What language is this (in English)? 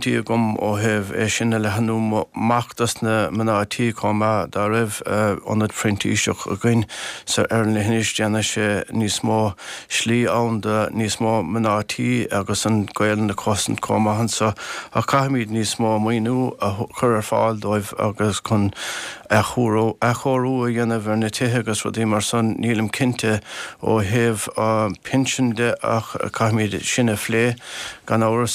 Irish